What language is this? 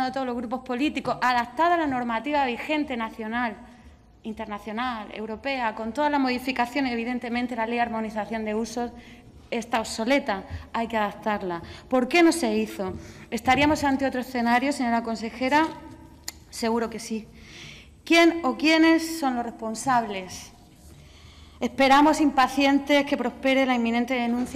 Spanish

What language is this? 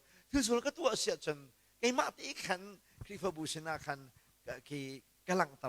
Hakha Chin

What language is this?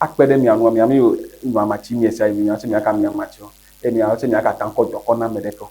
Ewe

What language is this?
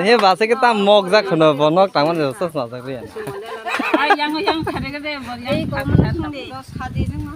Kok Borok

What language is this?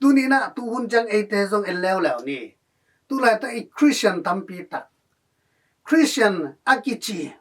Tedim Chin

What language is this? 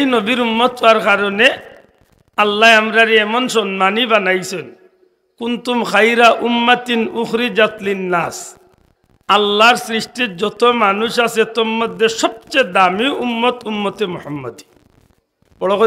Sylheti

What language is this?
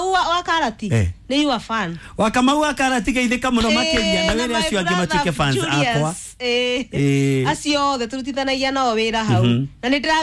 Kikuyu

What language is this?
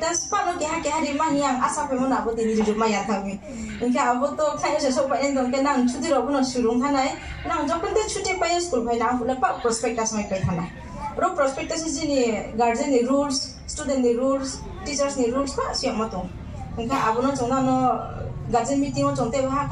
Riang (India)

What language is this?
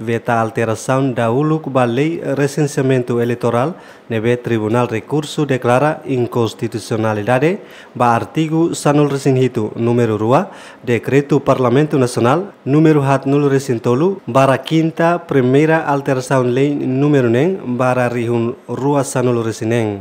Tetum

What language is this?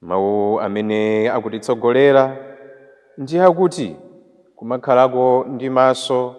Nyanja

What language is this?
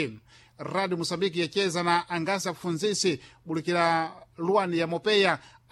Sena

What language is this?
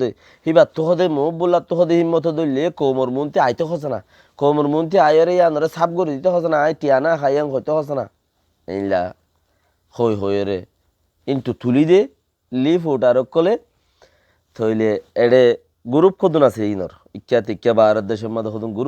Rohingya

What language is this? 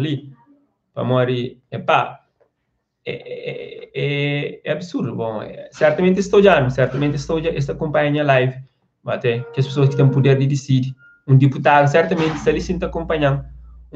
Kabuverdianu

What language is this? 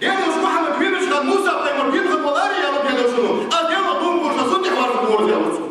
Ingush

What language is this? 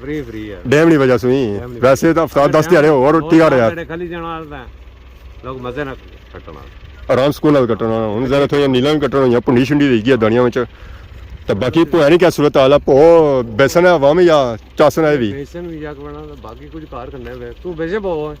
Pahari-Potwari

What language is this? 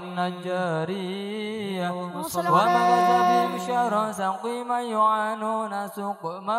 Arabic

